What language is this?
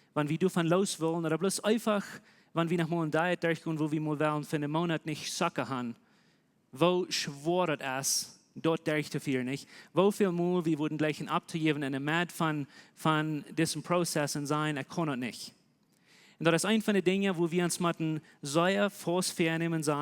Plautdietsch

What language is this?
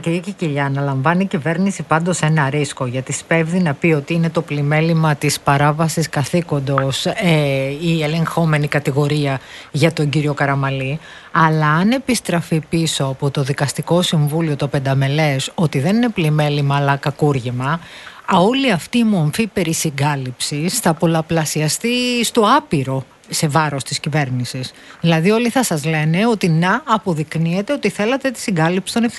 Greek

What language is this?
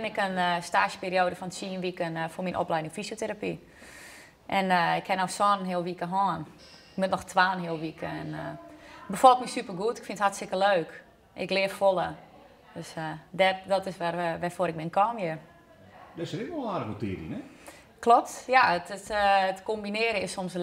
Western Frisian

